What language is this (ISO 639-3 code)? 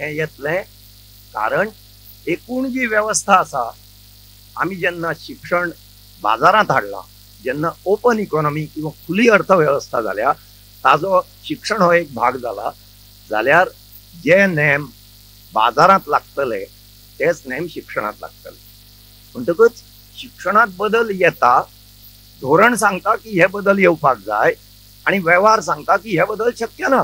kok